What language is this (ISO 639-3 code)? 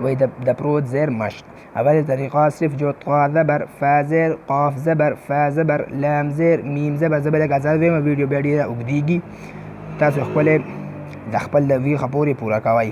pus